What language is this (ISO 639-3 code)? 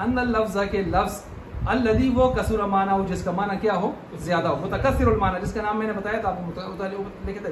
urd